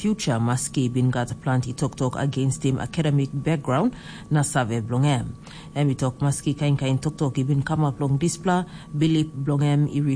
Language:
Tok Pisin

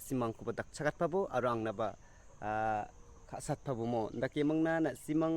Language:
Garo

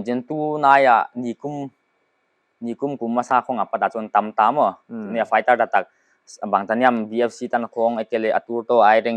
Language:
Paite Chin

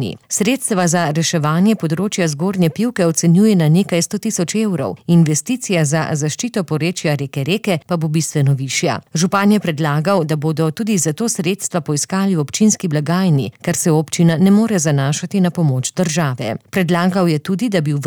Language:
Slovenian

